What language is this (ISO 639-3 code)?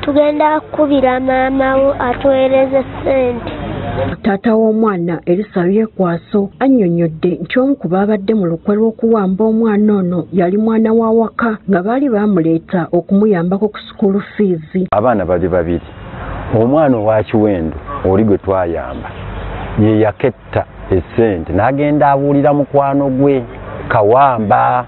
lug